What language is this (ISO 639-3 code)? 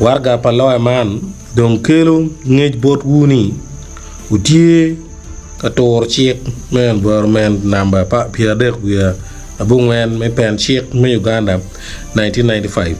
ach